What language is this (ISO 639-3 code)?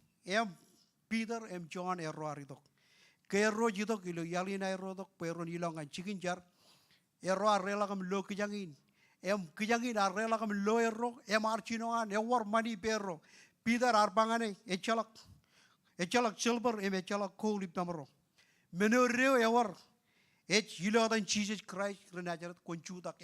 mah